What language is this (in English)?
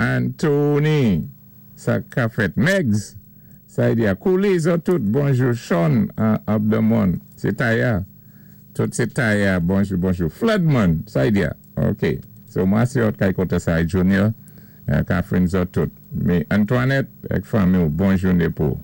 Saint Lucian Creole French